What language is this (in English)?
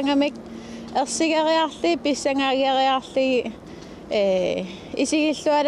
Kalaallisut